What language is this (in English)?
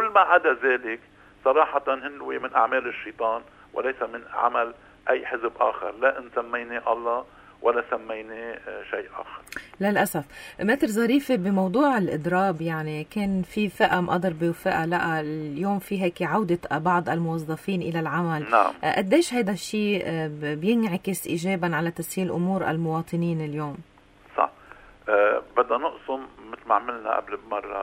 North Levantine Arabic